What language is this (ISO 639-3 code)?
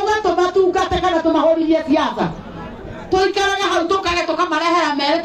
kik